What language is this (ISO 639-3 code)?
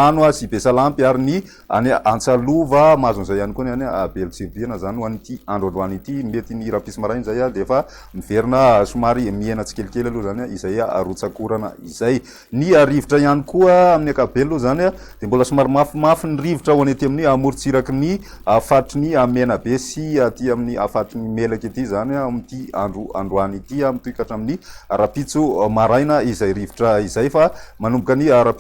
mlg